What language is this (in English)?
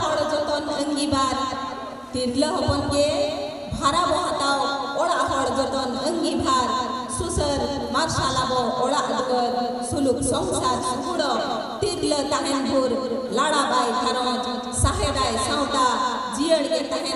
Santali